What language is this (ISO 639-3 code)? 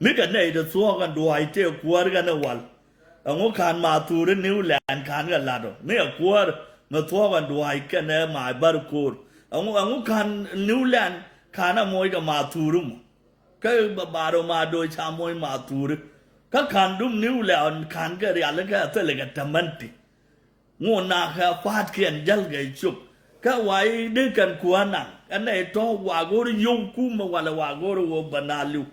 nus